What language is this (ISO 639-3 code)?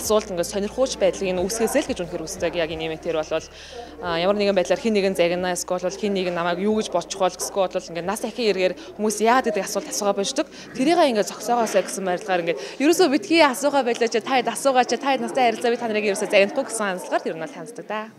mon